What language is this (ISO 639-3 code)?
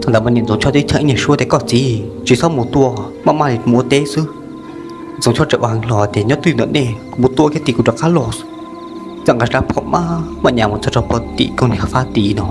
hmn